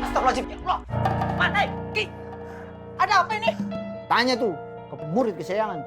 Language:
Betawi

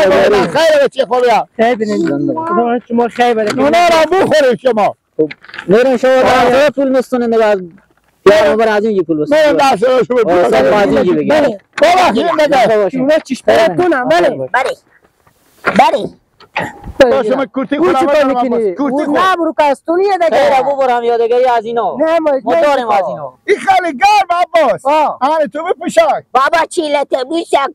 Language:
Persian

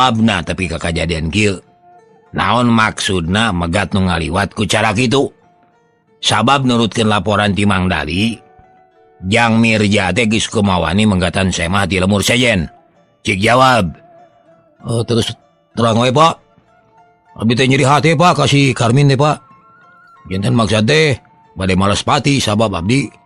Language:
Sundanese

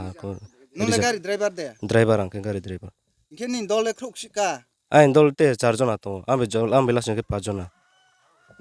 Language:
Riang (India)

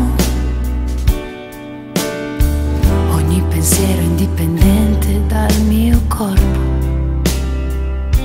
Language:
Italian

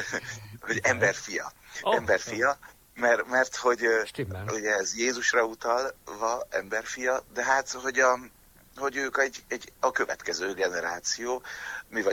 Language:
Hungarian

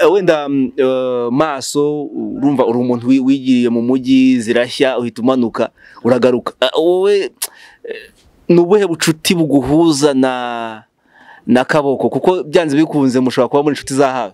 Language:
Kinyarwanda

